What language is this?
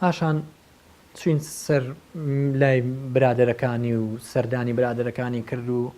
Central Kurdish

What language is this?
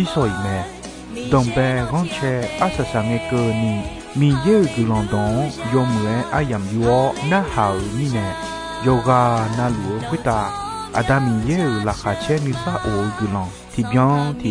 Akha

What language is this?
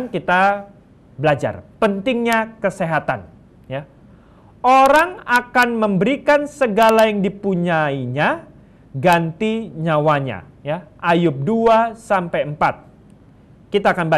Indonesian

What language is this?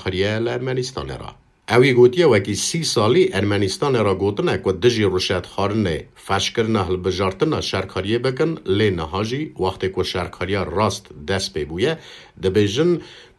Kurdish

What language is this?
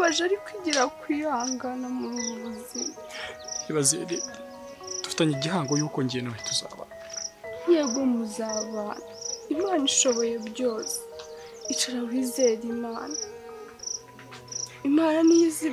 Kinyarwanda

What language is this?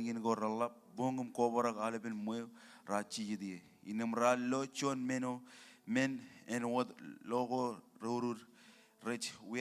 Marshallese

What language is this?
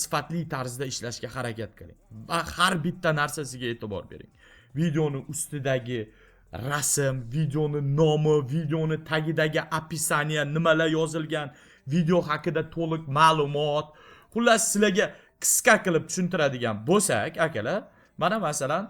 Uzbek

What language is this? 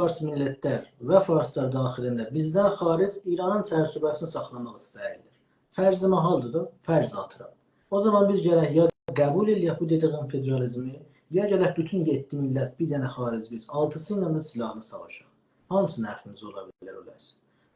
South Azerbaijani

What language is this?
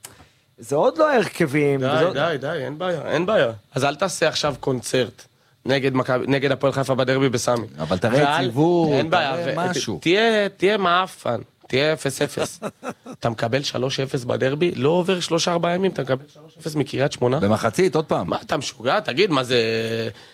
Hebrew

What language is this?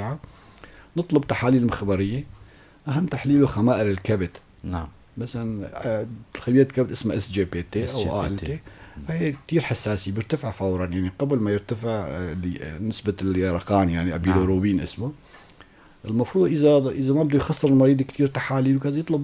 North Levantine Arabic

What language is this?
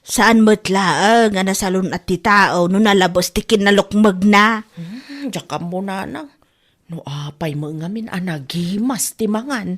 Iloko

